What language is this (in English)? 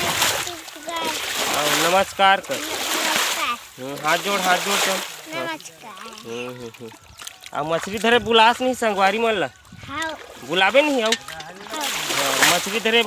Chhattisgarhi